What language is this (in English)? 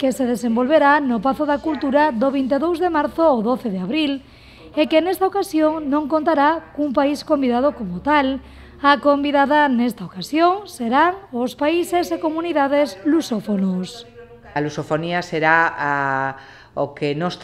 Galician